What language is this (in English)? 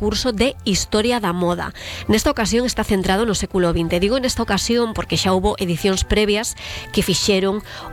Galician